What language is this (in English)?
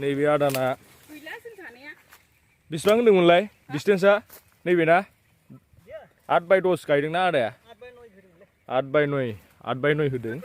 Bodo